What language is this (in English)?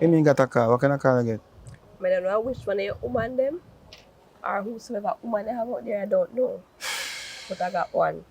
Jamaican Creole English